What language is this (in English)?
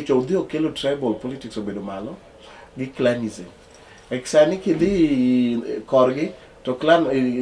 Luo (Kenya and Tanzania)